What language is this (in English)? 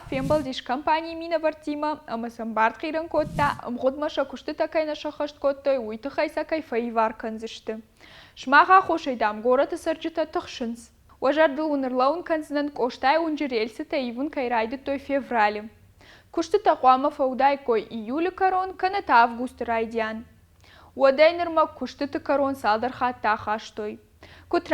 Ossetic